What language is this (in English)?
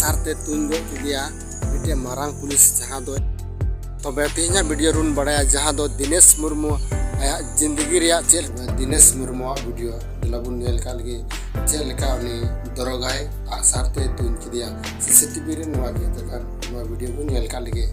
Santali